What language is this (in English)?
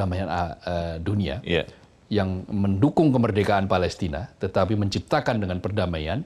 Indonesian